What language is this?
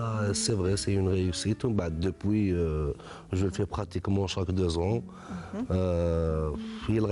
Kabyle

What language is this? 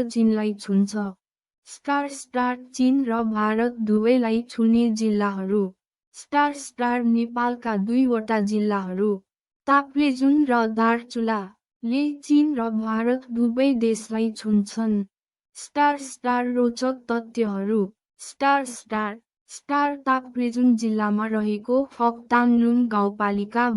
Nepali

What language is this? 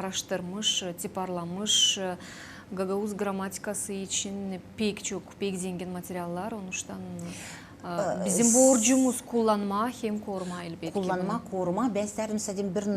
Gagauz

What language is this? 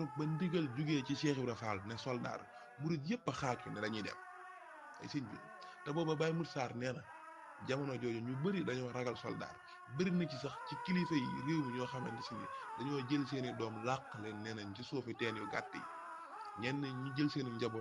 Wolof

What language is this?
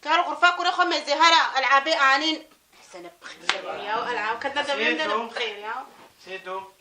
Kurdish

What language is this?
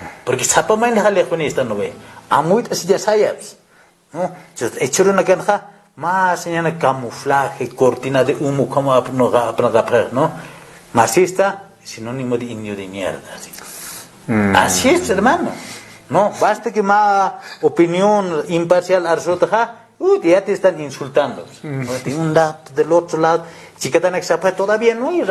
Aymara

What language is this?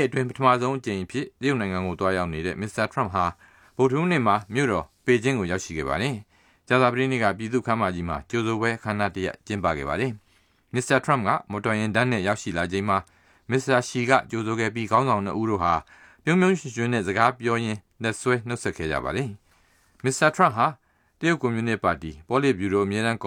Burmese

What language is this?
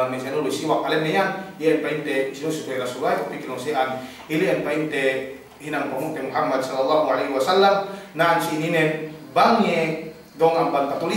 Yakan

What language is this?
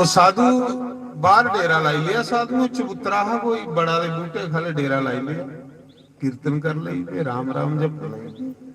Dogri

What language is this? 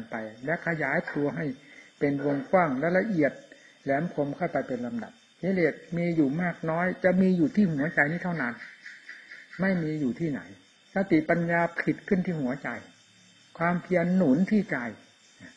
Thai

